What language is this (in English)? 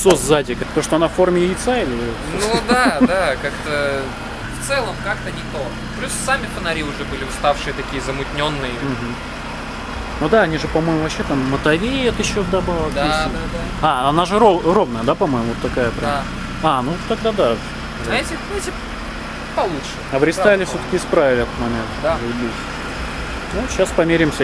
Russian